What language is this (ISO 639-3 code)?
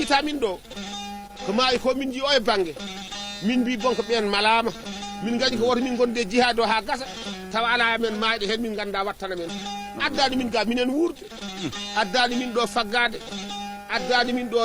ful